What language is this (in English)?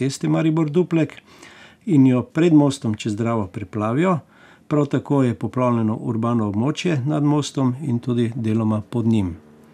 Slovenian